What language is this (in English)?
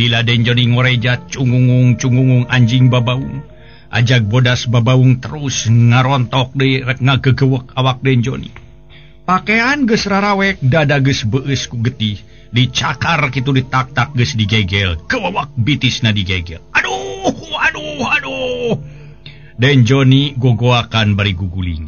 Sundanese